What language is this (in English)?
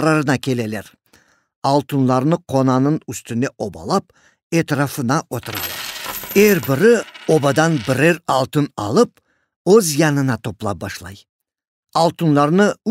Crimean Tatar